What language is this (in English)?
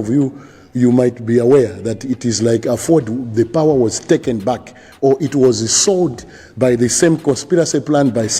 Nyanja